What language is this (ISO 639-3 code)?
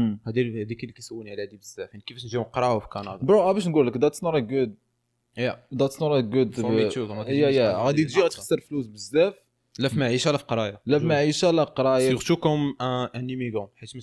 ary